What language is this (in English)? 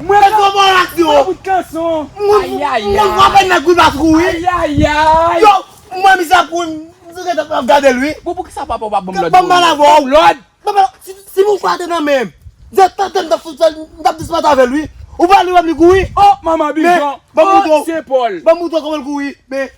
Haitian Creole